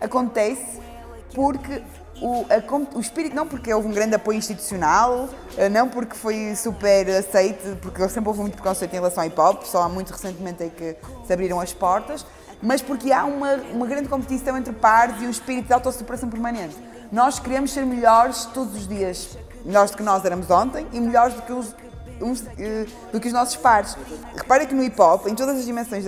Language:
Portuguese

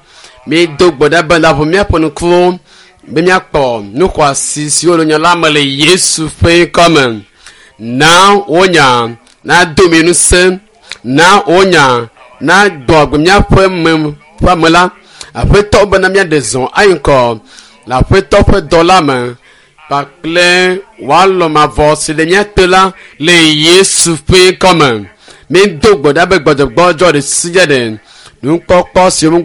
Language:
Ewe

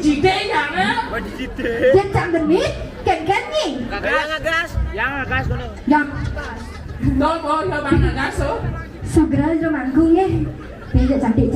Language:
Balinese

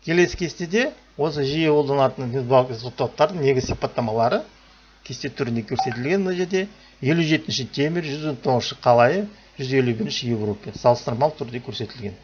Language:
Kazakh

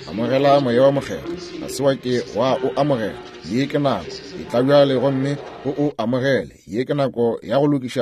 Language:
Northern Sotho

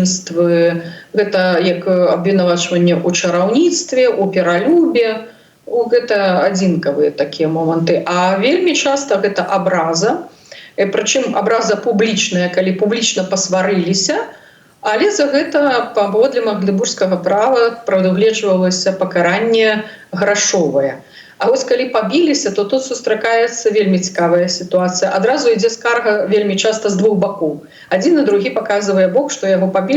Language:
Belarusian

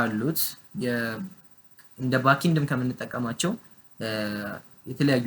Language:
Amharic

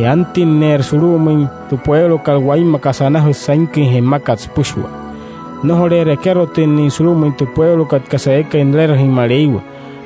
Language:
Wayuu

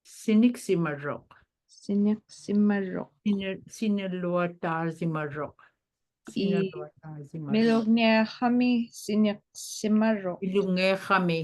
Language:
Inupiaq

